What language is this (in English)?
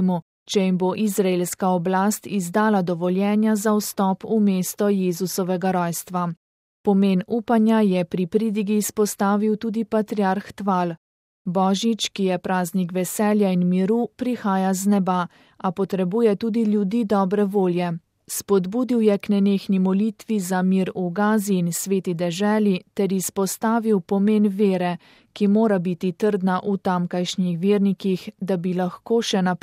Slovenian